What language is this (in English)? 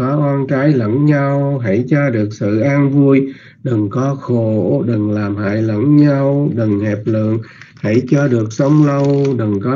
Vietnamese